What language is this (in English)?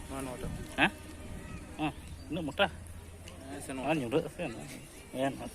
Santali